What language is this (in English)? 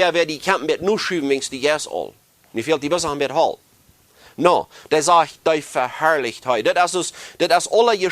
Plautdietsch